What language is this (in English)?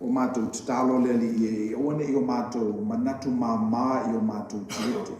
Samoan